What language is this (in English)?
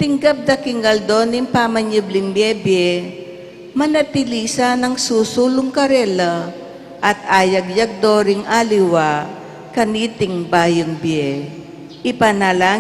Pampanga